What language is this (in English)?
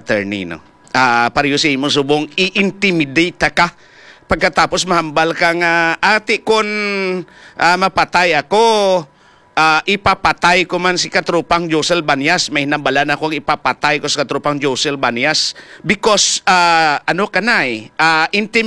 Hiligaynon